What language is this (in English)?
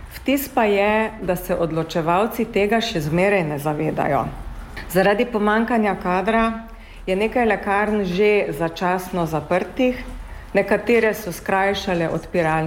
Slovenian